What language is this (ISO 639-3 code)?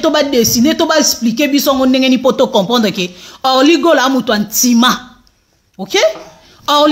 lin